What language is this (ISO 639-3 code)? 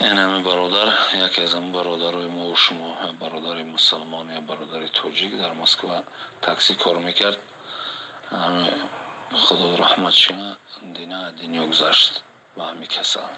tgk